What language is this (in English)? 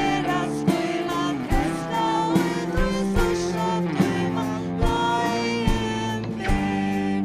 Faroese